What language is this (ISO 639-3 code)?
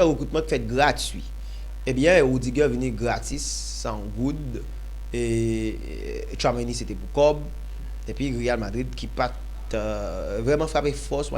hat